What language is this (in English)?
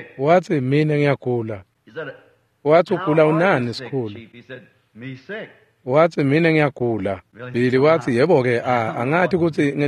Swati